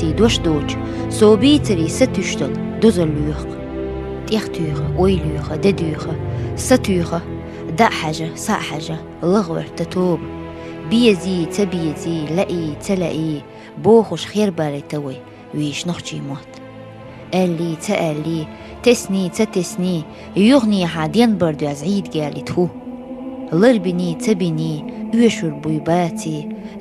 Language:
Chechen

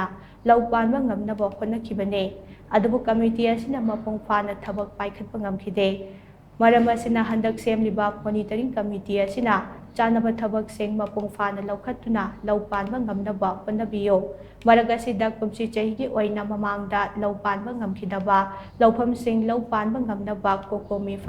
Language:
Manipuri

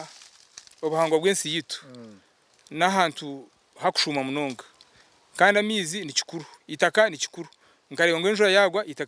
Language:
Nyankole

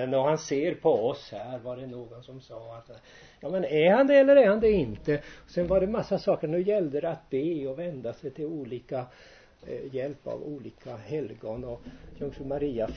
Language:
Swedish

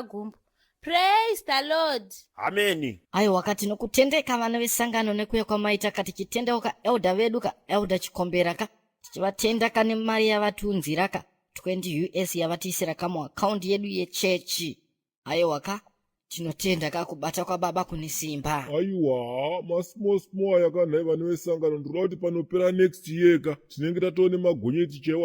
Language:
Shona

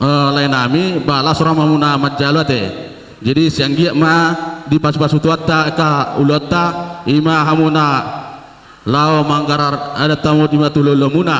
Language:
Batak Toba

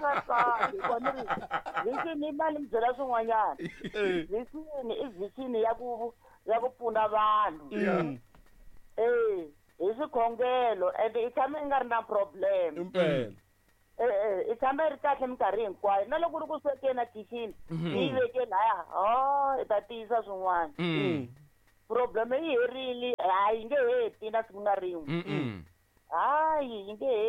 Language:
Tsonga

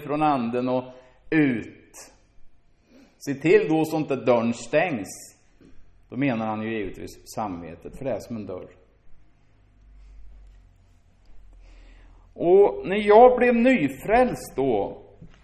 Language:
Swedish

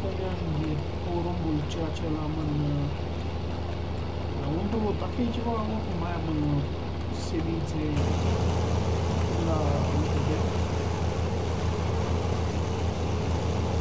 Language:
Romanian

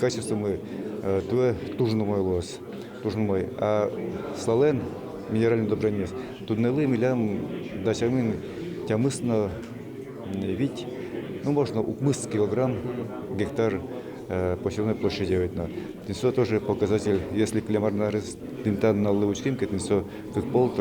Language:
Udmurt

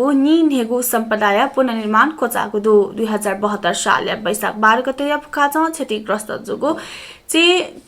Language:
Newari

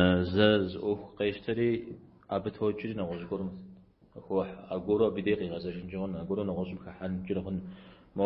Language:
Kabardian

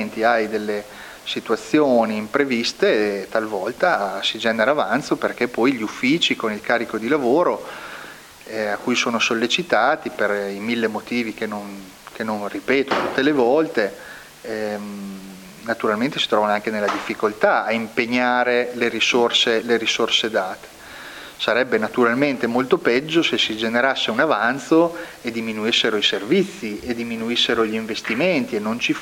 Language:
Italian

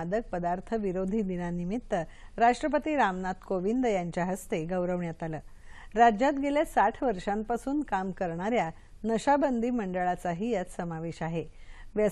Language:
Marathi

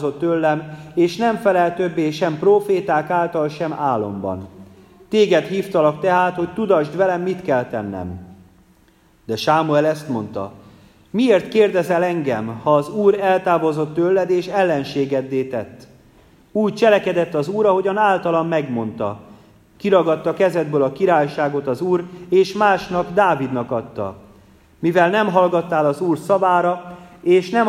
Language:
Hungarian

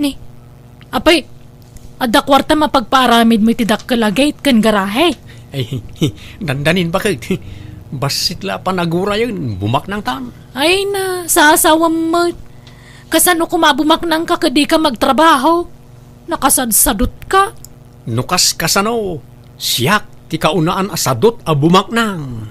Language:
Iloko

